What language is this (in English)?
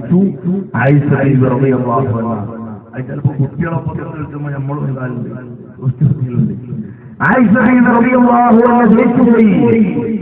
Malayalam